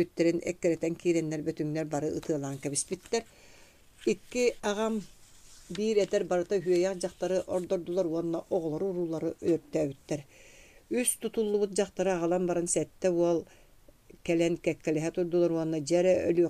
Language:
Yakut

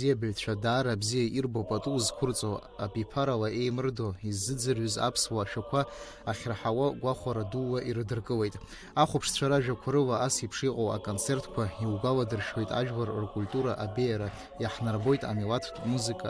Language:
Abkhazian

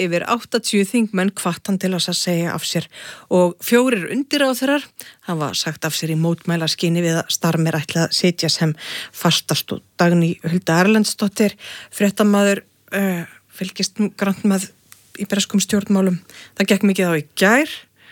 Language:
Icelandic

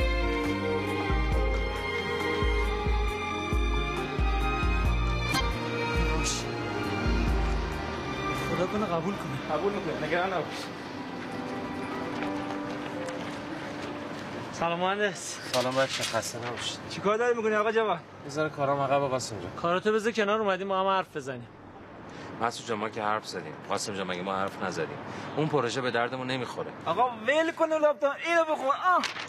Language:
Persian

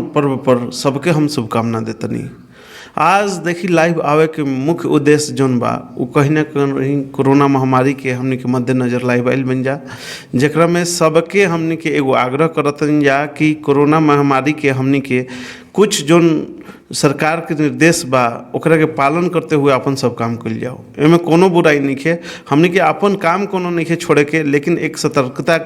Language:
Bhojpuri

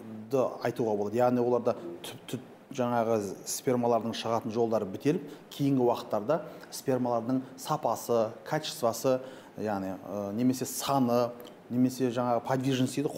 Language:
Kazakh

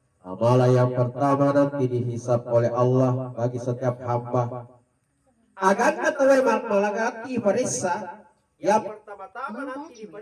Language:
Buginese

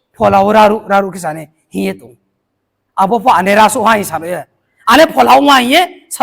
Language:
Riang (India)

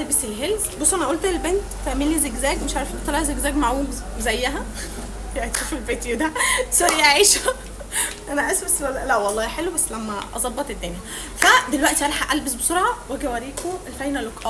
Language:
Egyptian Arabic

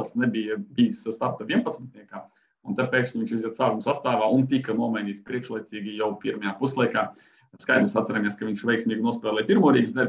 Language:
Latvian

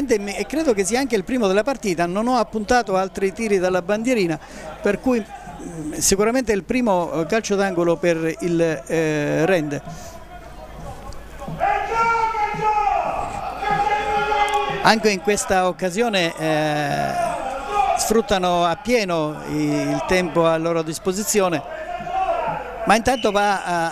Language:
Italian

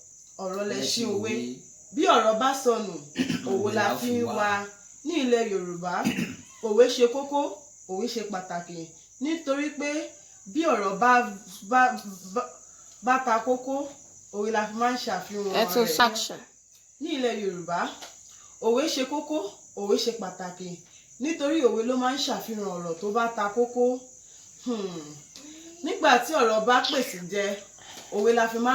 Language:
Yoruba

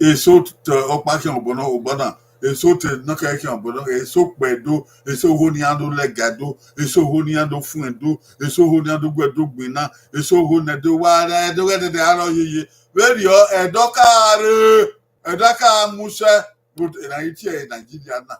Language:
Bini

